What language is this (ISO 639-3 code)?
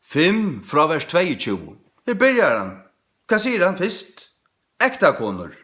fao